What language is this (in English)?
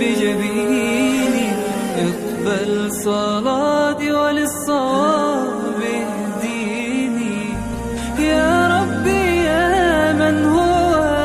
Malayalam